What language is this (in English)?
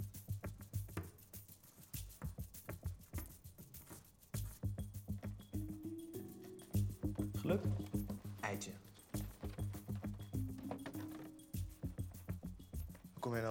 Dutch